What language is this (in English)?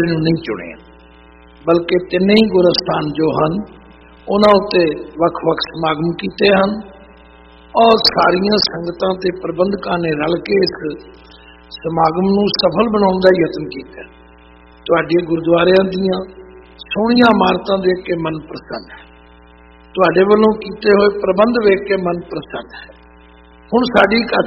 Punjabi